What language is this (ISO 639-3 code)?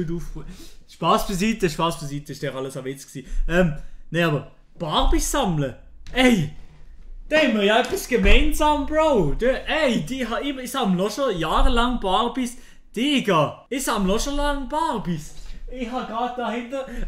gsw